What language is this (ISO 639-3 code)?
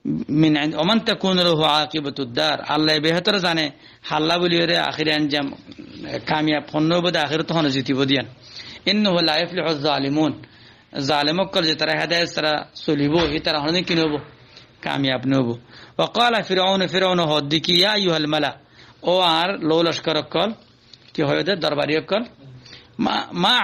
rhg